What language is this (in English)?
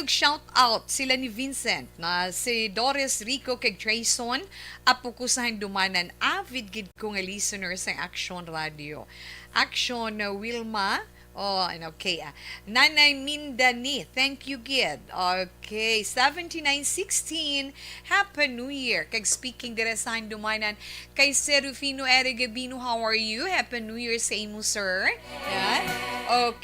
Hiligaynon